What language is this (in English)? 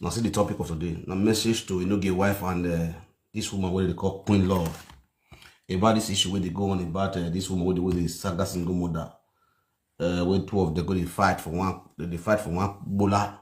Nigerian Pidgin